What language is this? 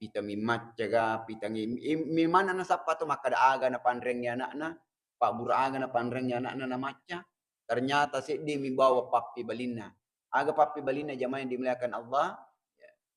Buginese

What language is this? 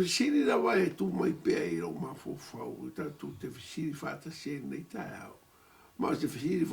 Samoan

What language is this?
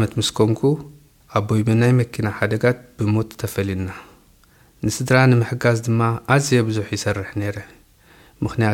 Tigrinya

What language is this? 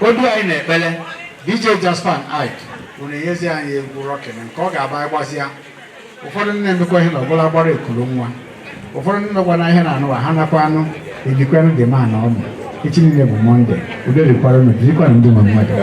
Igbo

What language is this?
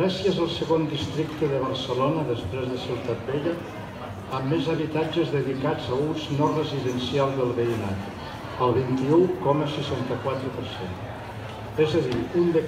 Catalan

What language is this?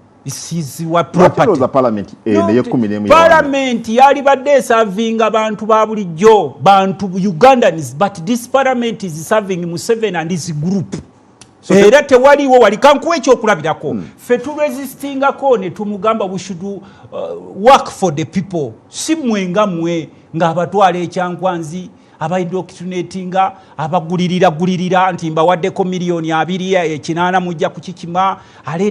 Ganda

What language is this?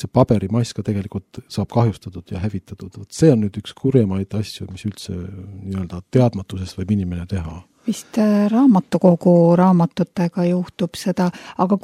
Estonian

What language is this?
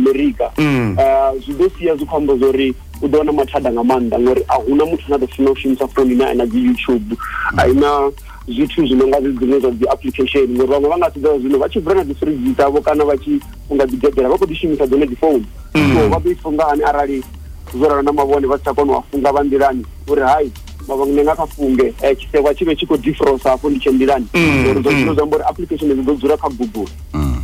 Venda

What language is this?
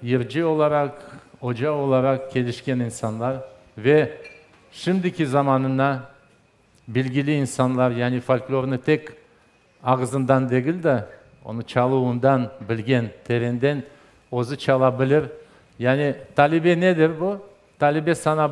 Crimean Tatar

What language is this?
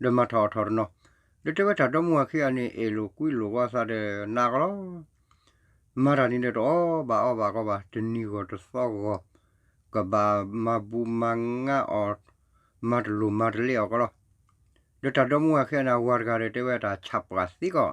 S'gaw Karen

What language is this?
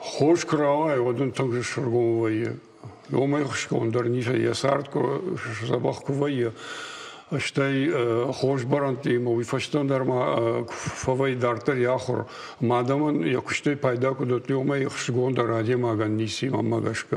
Ossetic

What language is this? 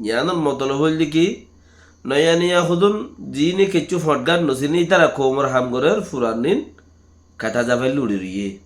Rohingya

